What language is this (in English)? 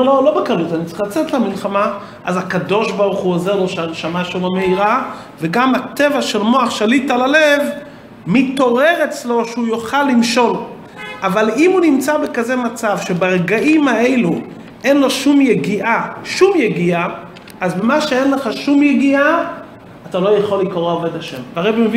Hebrew